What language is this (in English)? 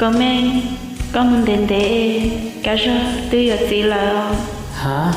Hmong